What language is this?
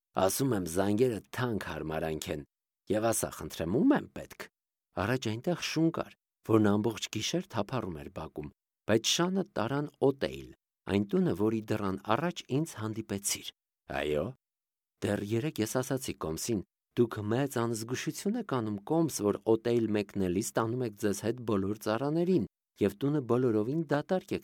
Armenian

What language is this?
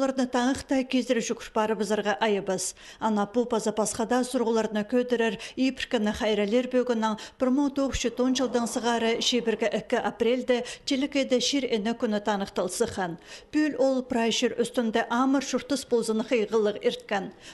Khakas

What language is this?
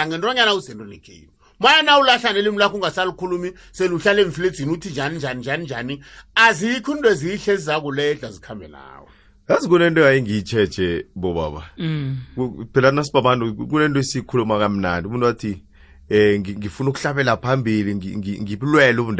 South Ndebele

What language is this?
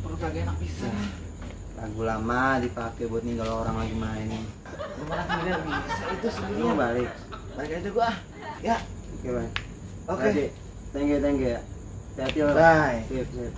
Betawi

